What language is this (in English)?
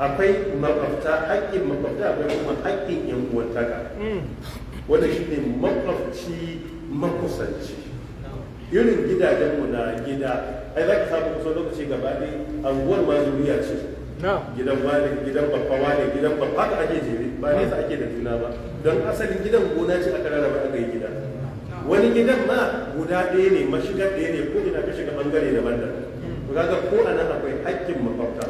Hausa